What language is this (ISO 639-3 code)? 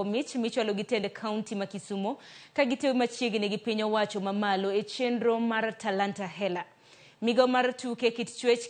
luo